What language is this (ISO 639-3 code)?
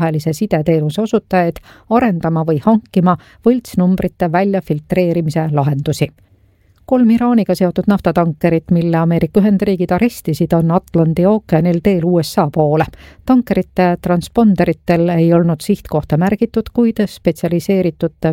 est